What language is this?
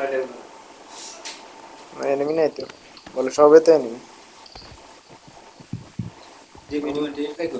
Bangla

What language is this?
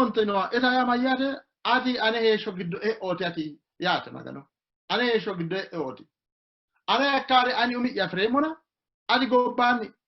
Sidamo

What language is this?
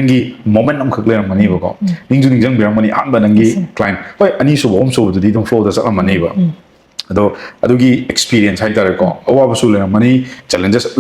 Manipuri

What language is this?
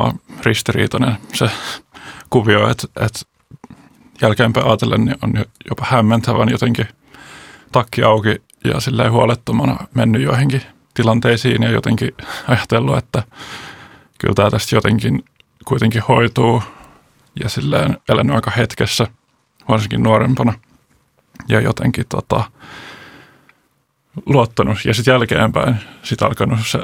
Finnish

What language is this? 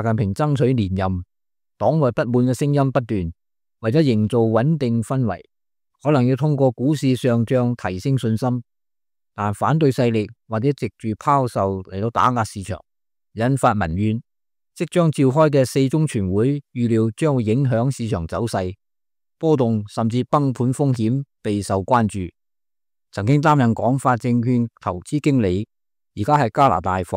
Cantonese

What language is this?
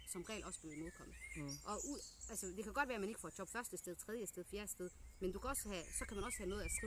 Danish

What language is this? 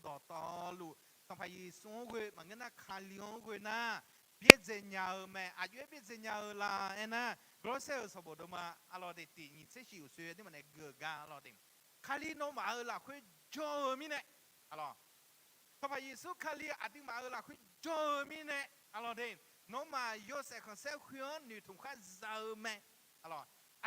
Akha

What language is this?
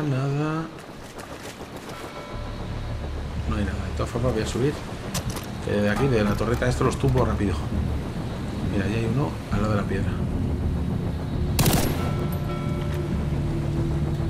Spanish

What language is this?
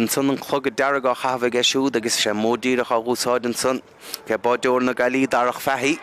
Irish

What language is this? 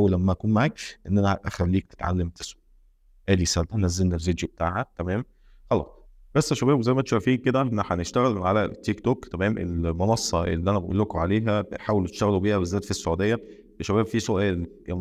Egyptian Arabic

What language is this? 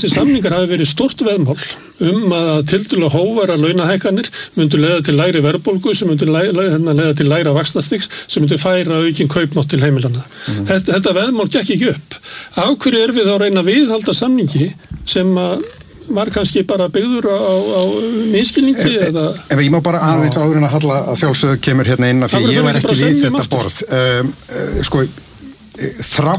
Icelandic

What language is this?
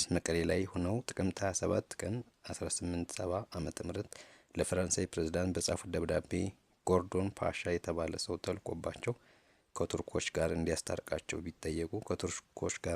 Amharic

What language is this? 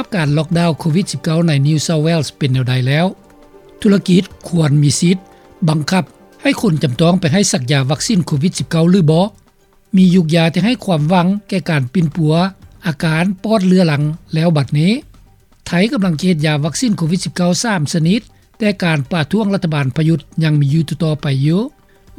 Lao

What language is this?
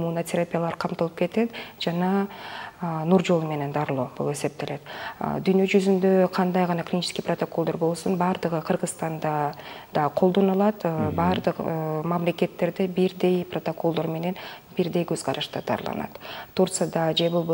Kyrgyz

